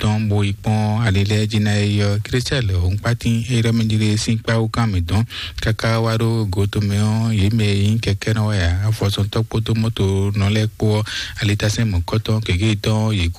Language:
Fon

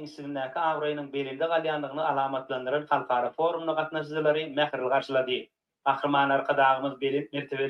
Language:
Turkmen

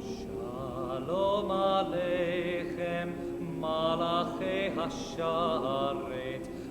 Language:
Yiddish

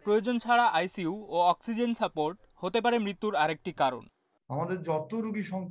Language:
Bangla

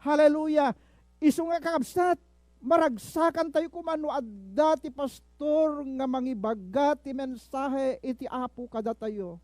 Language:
Iloko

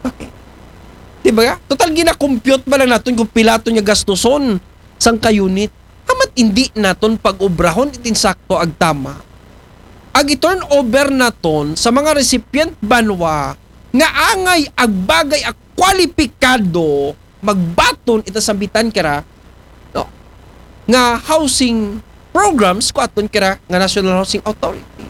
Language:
Aklanon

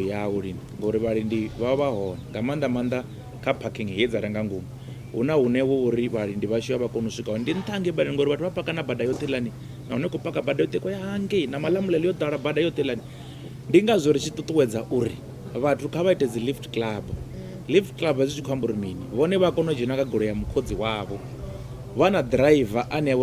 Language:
Venda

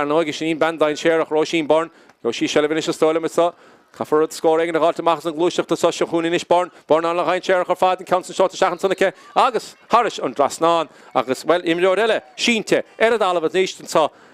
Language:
Irish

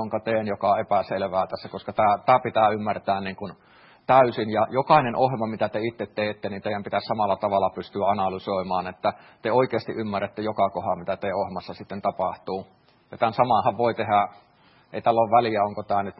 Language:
Finnish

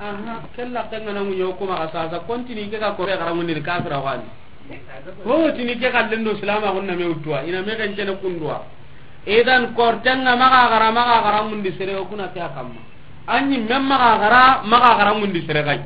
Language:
Soninke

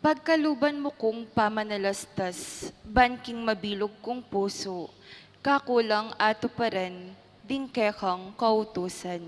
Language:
Pampanga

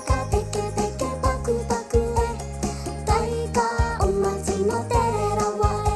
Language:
Māori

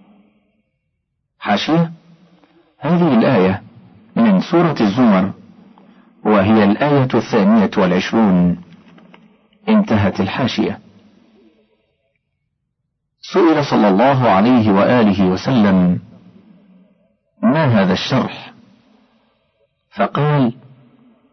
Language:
Arabic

